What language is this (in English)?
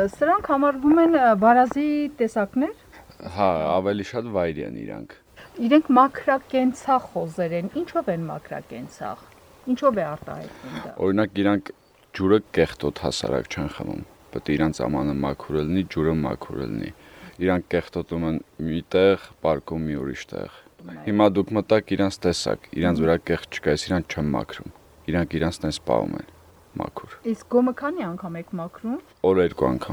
Armenian